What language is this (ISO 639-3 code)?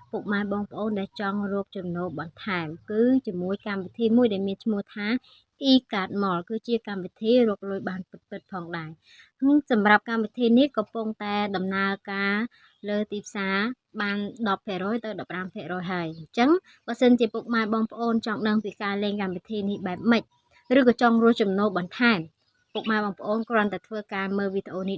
khm